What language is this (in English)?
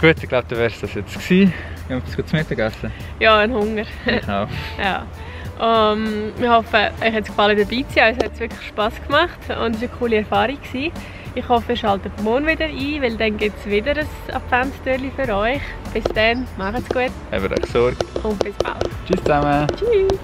Swiss German